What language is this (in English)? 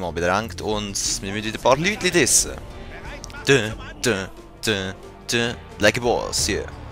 Swiss German